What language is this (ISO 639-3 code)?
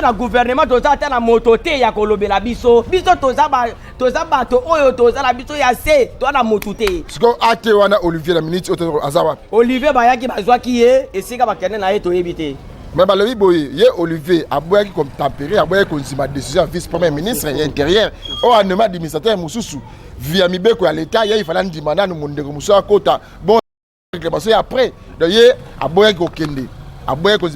lin